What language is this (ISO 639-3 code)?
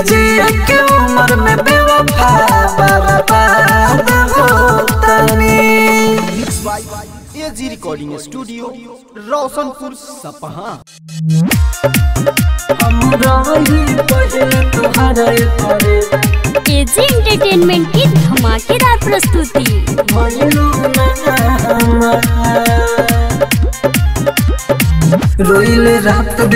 bho